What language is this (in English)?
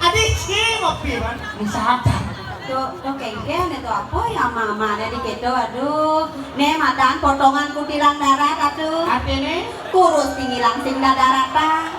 Balinese